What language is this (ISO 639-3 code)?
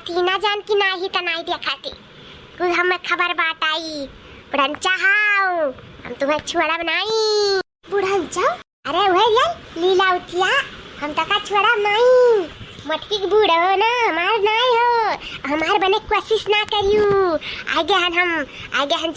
awa